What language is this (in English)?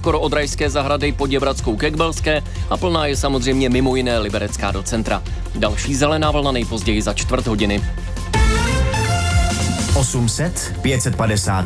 Czech